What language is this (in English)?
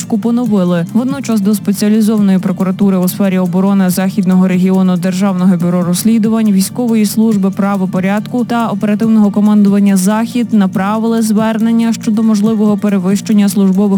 Ukrainian